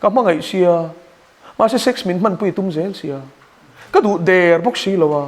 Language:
Mizo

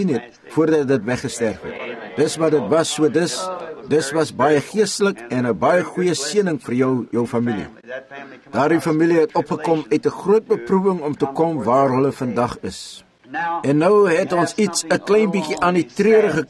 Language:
Afrikaans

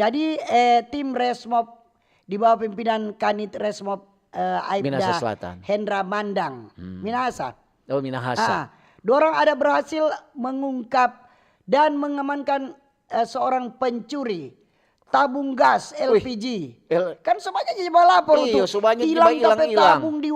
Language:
Manado Malay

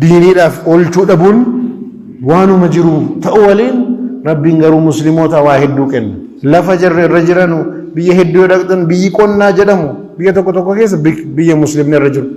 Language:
Oromo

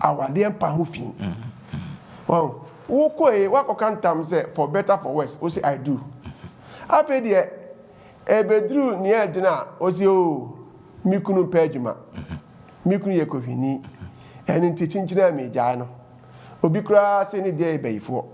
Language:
Akan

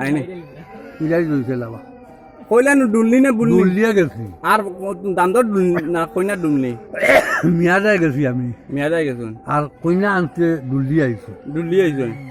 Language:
Sylheti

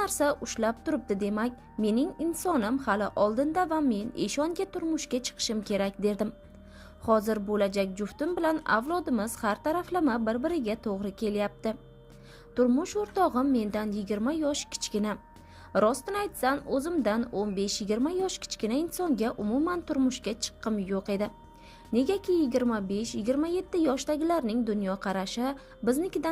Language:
Uzbek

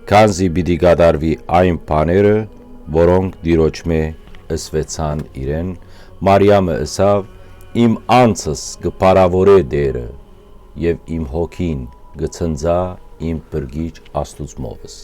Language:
Western Armenian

